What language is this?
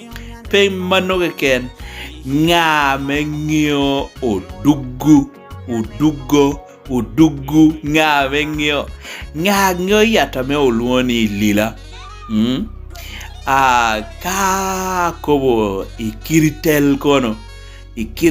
Lango (Uganda)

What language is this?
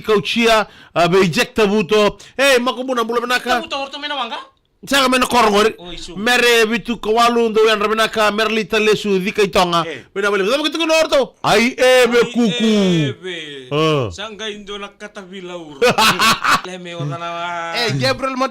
Fijian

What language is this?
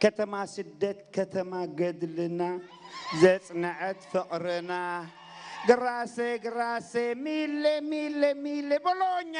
Tigre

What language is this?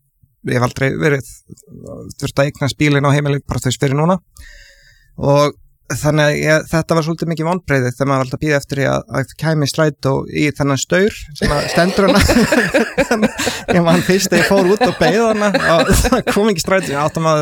Icelandic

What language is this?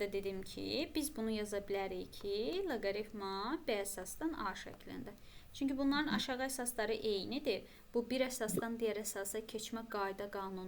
Azerbaijani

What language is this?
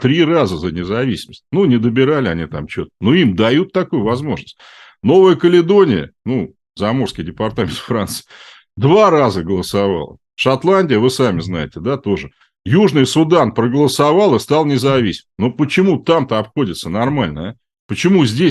Russian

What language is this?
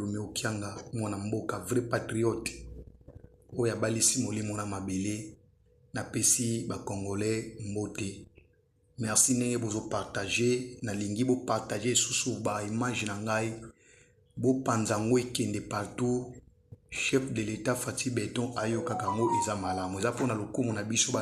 Lingala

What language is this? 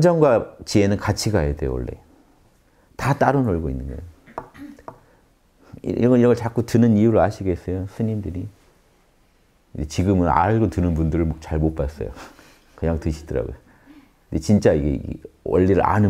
Korean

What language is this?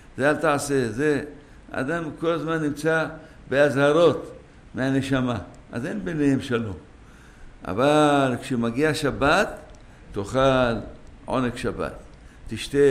Hebrew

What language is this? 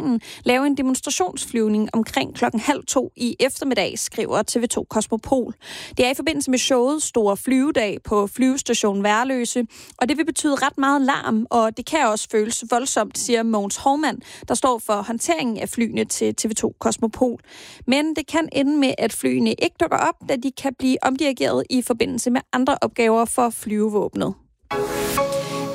Danish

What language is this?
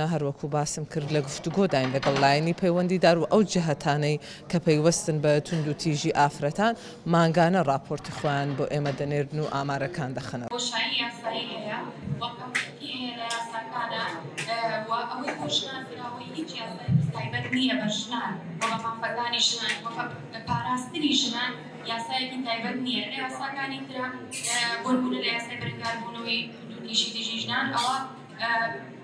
Central Kurdish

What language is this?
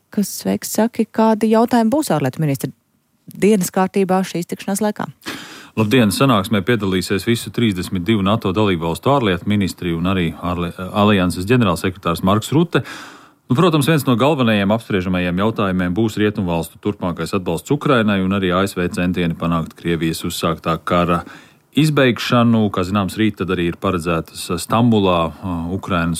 Latvian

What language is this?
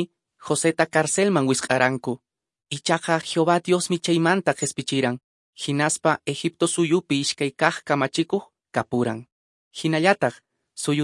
Quechua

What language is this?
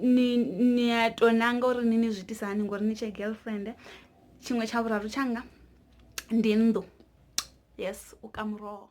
Venda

